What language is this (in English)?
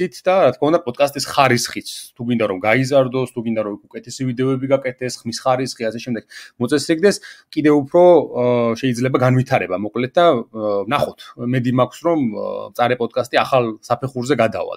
Georgian